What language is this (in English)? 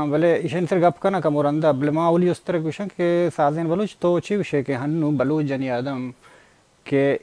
Baluchi